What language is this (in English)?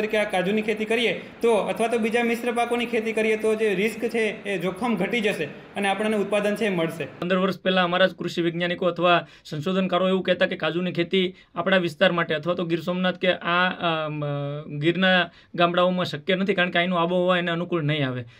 Gujarati